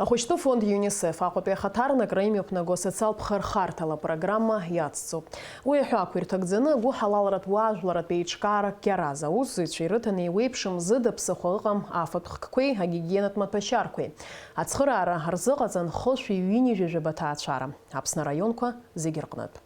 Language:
Abkhazian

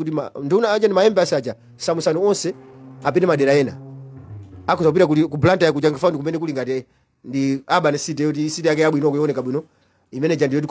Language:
Nyanja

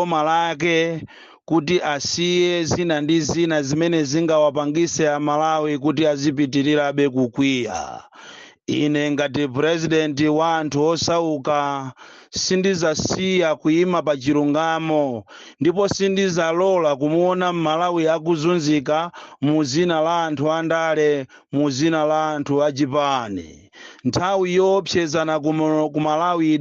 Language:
Nyanja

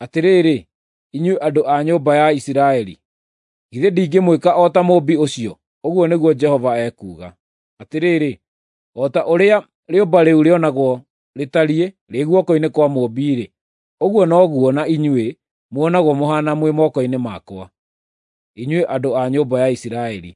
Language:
Kikuyu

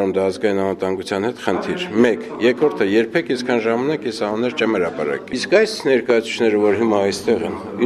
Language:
Armenian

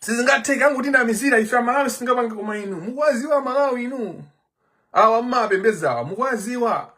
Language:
Nyanja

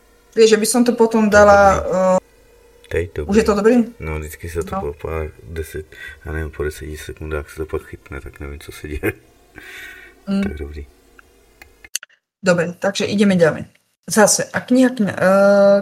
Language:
Slovak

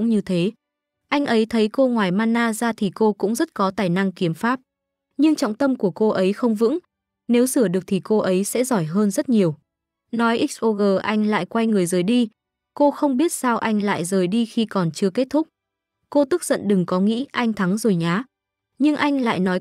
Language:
Vietnamese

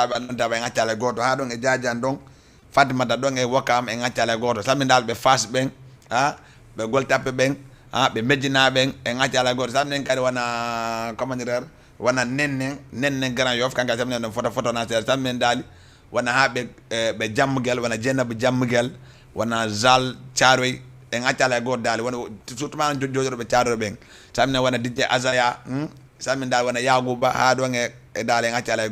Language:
Fula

